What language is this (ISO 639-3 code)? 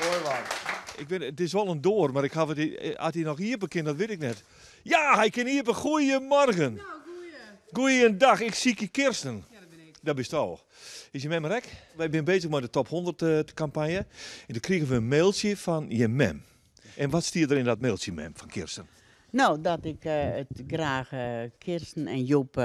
fry